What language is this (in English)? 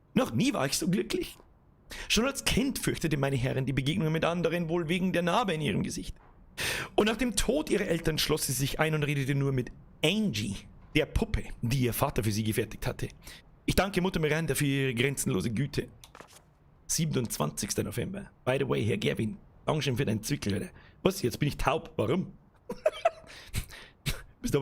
Bavarian